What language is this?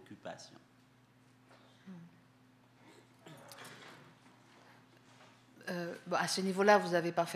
French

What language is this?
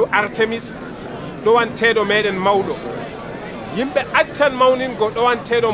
Nigerian Fulfulde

